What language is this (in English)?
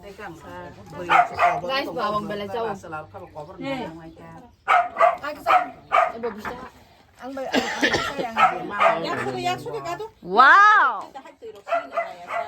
Kok Borok